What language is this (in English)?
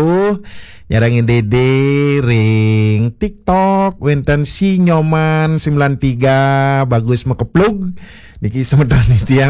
Balinese